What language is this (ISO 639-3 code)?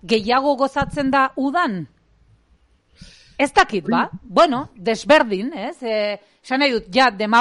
eus